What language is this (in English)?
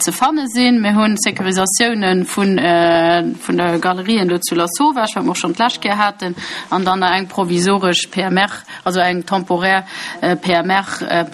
Luxembourgish